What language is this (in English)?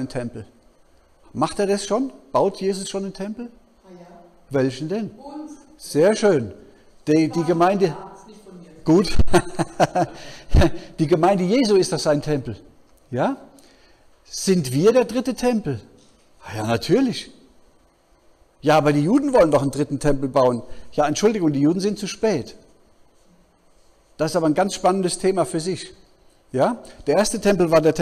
German